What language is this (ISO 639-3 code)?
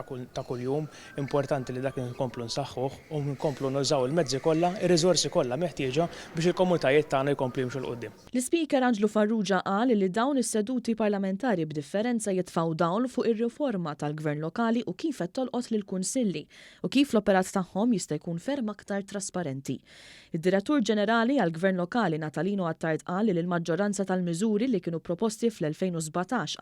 mlt